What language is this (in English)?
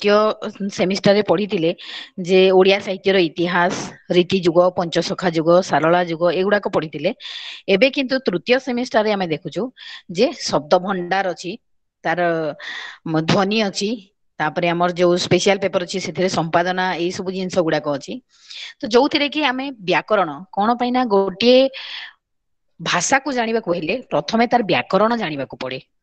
Odia